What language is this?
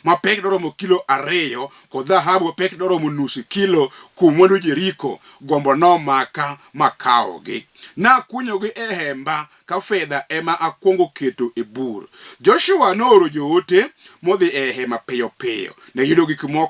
Luo (Kenya and Tanzania)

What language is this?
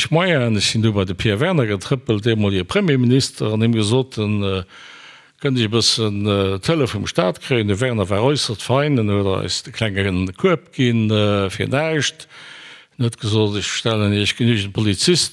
Luxembourgish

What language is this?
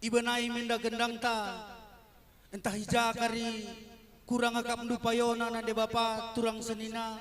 Batak Karo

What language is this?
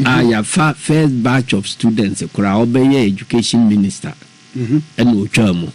Akan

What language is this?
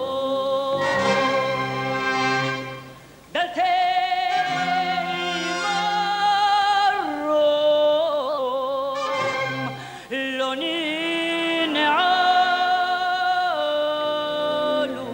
Hebrew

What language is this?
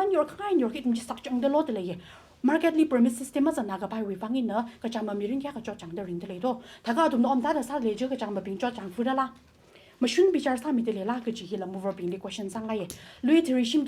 Tangkhul Naga (India)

